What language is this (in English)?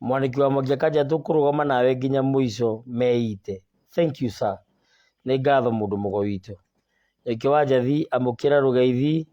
Kikuyu